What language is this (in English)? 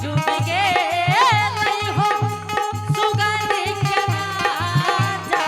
Angika